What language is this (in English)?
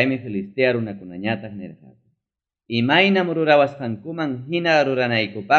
Ayacucho Quechua